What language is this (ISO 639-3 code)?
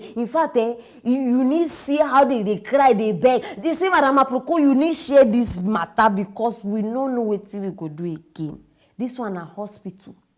pcm